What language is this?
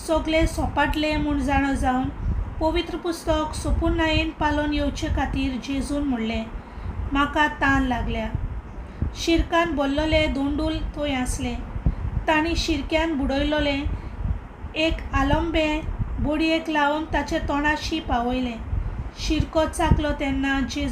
Konkani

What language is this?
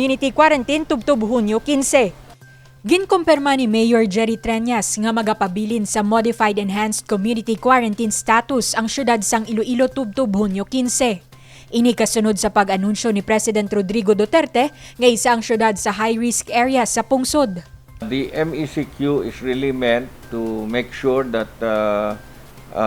Hiligaynon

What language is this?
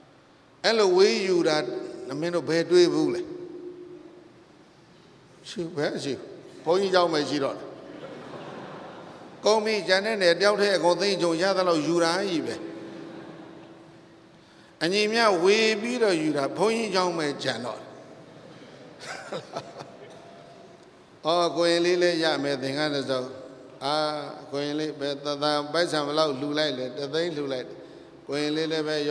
Burmese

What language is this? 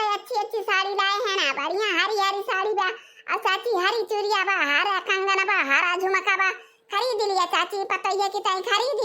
Awadhi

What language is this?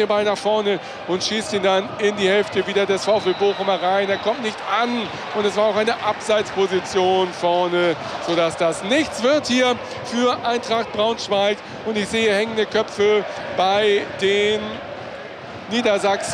German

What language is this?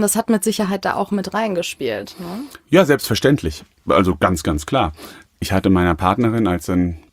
German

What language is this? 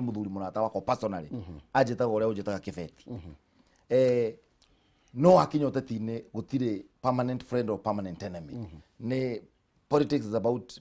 Kikuyu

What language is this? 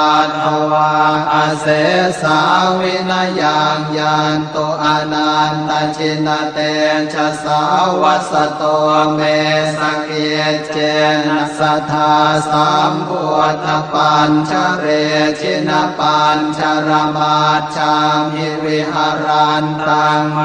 Pali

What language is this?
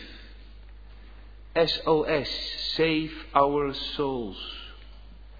Dutch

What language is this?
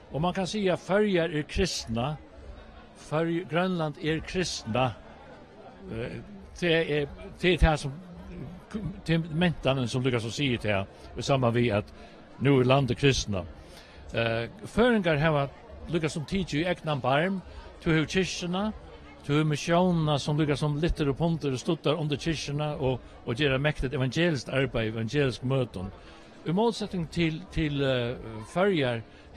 Faroese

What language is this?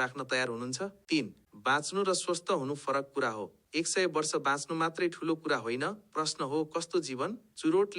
Nepali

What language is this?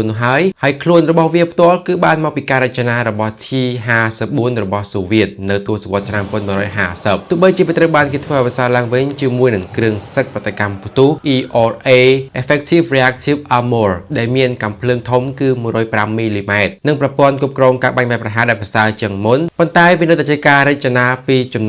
Khmer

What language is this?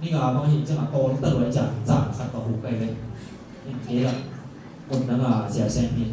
Tedim Chin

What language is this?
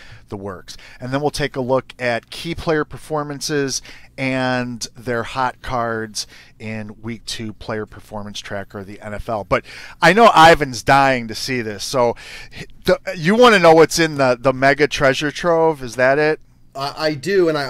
English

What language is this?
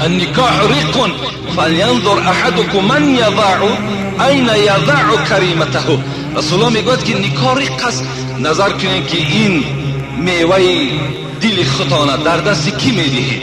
Tajik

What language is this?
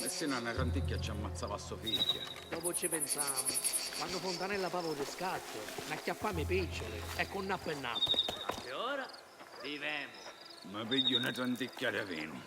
Sicilian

